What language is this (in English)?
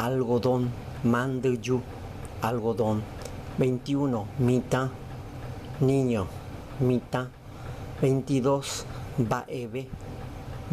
Guarani